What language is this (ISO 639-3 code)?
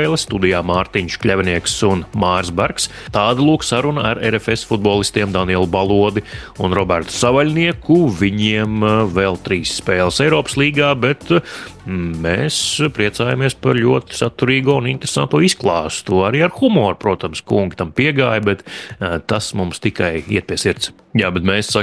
lav